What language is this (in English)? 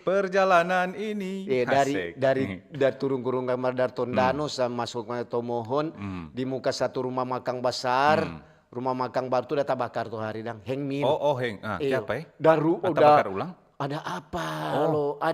Manado Malay